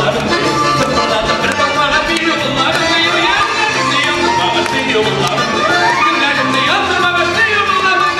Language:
Tatar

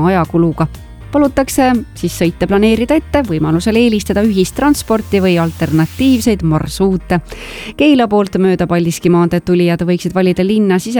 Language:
Estonian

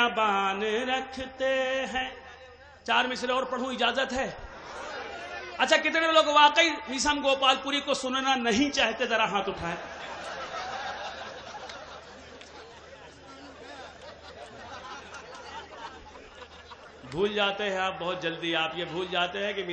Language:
Urdu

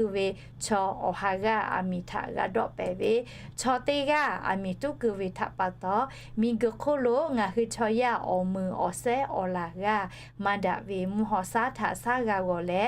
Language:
Lahu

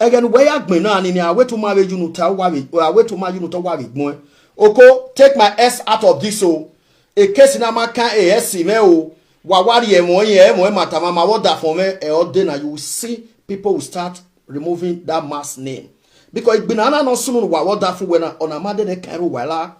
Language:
Nigerian Pidgin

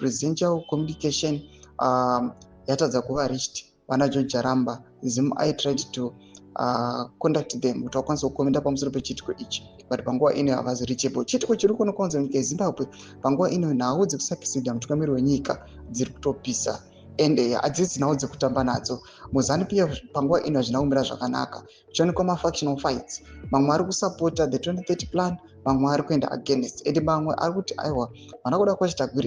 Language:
Shona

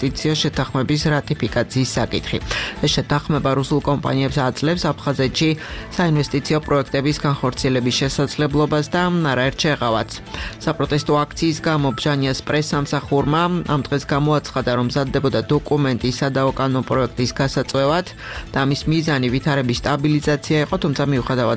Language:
Georgian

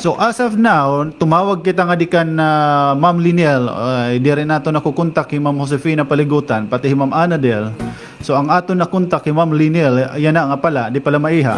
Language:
Waray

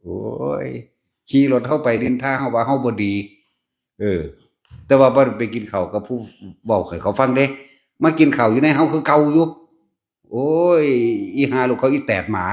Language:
Northeastern Thai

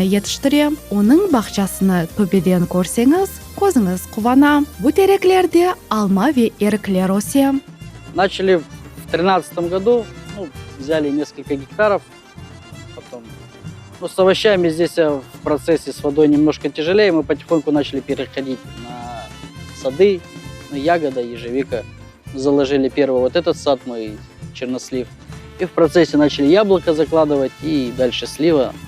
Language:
Crimean Tatar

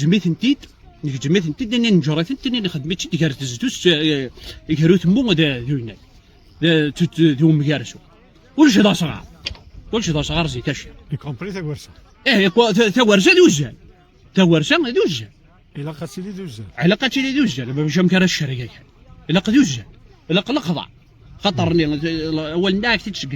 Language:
Kabyle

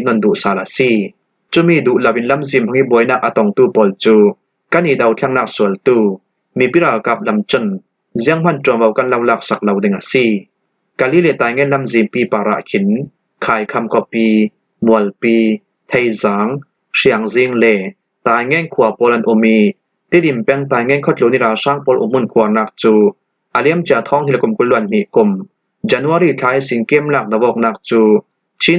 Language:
Falam Chin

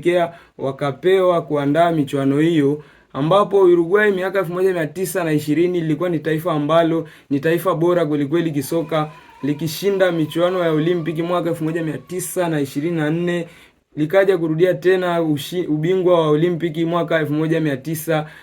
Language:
Swahili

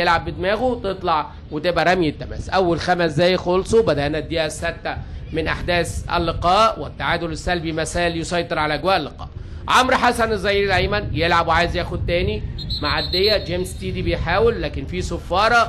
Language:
Egyptian Arabic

